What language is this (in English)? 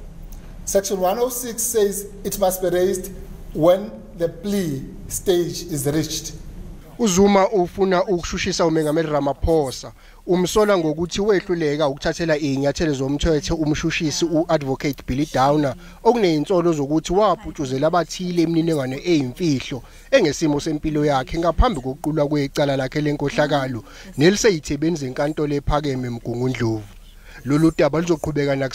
Zulu